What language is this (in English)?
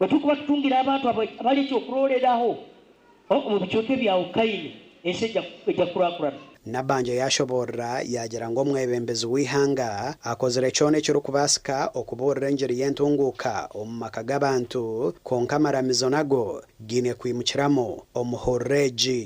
Nyankole